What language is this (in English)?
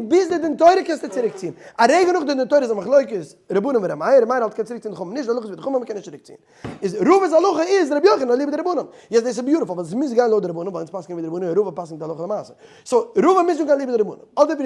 Yiddish